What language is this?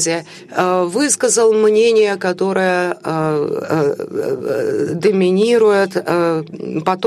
Russian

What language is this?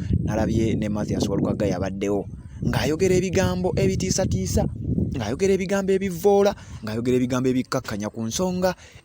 Ganda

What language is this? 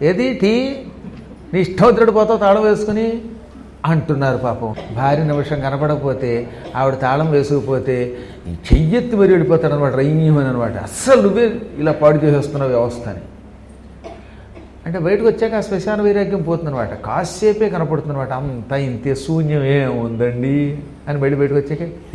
Telugu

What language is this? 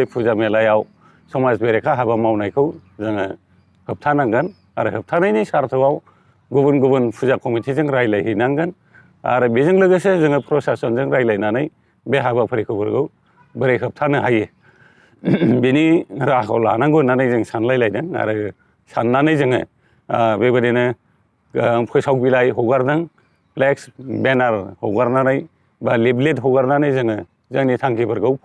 Bodo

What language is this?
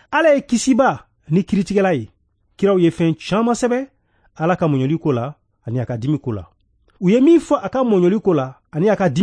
Bambara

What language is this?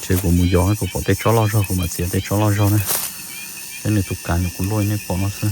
Hmong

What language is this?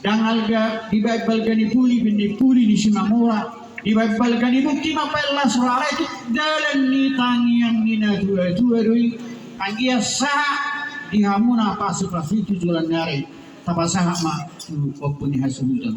Batak Toba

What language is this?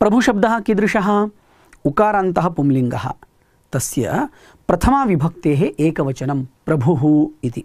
Sanskrit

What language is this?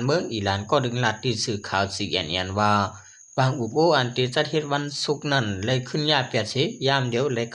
Shan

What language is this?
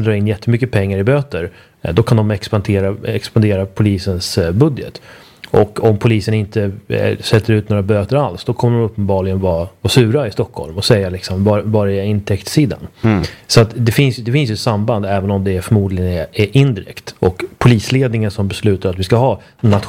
Swedish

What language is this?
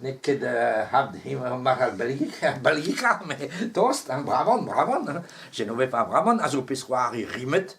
Breton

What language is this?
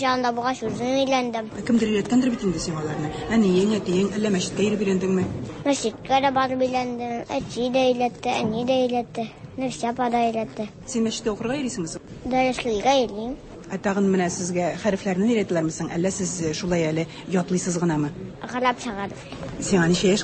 Tatar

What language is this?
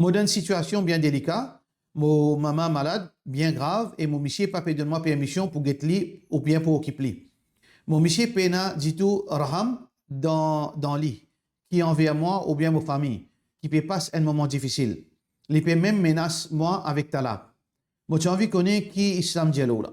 Morisyen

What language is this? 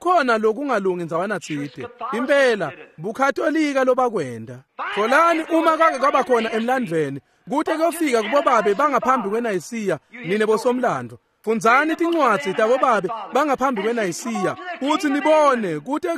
Swati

